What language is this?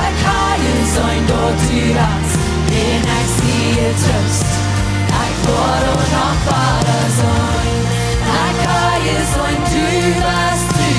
Plautdietsch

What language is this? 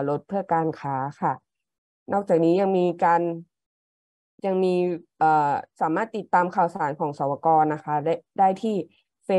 Thai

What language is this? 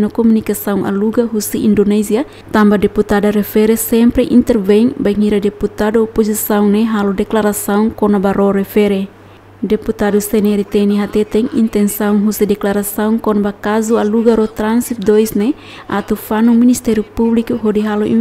Tetum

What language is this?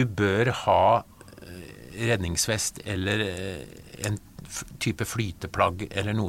Norwegian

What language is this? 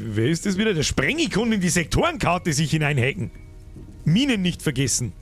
Bavarian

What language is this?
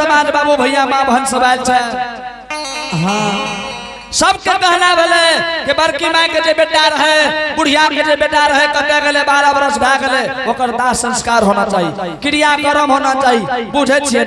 Angika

